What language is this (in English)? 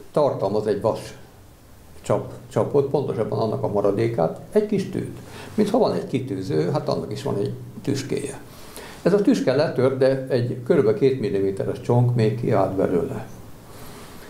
Hungarian